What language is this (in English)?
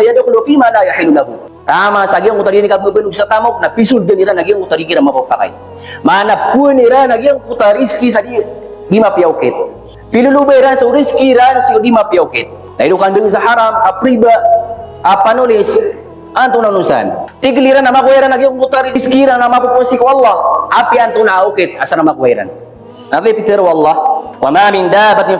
Maranao